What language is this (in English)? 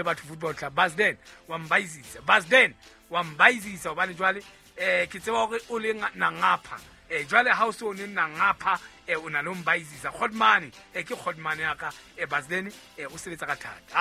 Southern Sotho